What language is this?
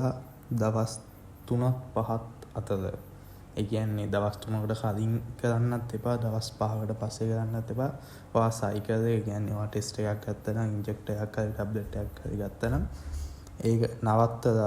Sinhala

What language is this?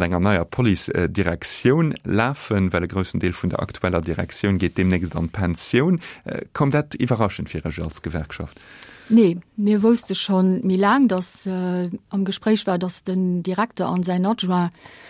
Luxembourgish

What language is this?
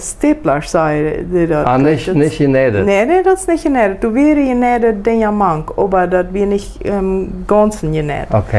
Plautdietsch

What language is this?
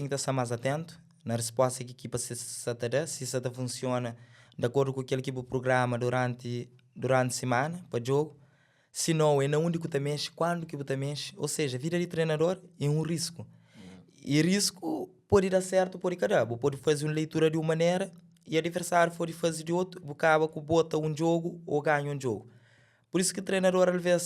Kabuverdianu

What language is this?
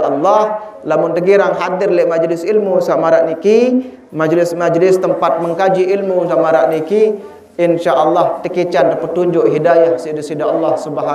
Sasak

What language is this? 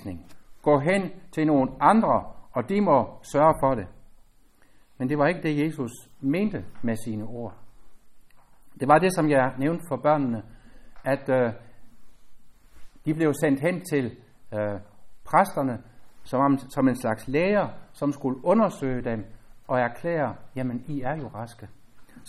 Danish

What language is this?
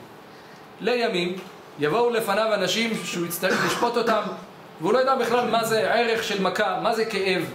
Hebrew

